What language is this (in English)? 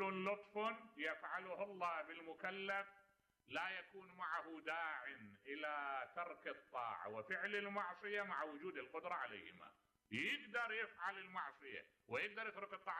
Mesopotamian Arabic